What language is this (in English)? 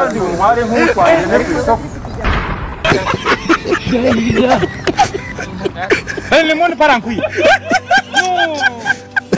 Kinyarwanda